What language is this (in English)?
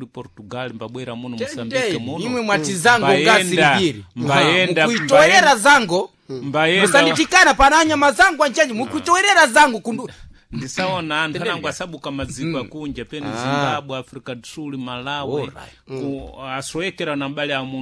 Sena